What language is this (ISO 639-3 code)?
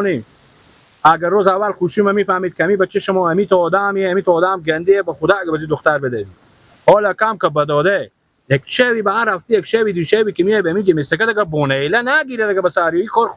fas